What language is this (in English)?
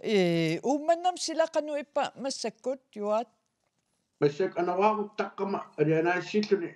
Kalaallisut